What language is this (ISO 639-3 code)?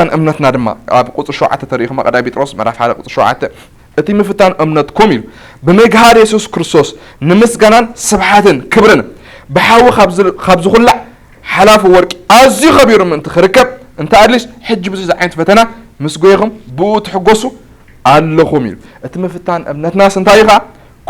tir